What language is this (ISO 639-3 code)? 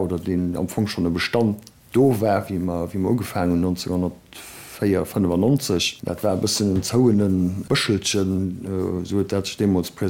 ltz